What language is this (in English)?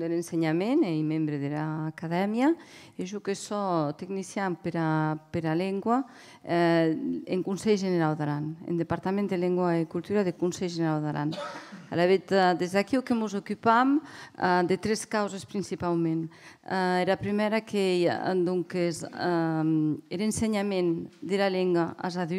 Occitan